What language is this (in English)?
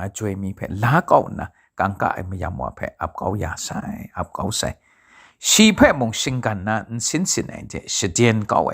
Kachin